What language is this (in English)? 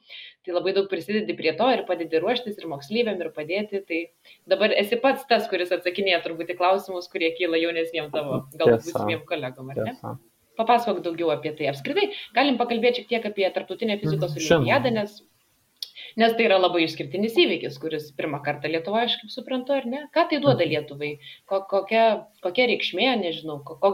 Lithuanian